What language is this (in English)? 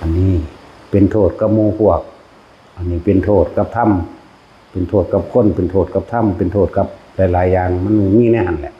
Northeastern Thai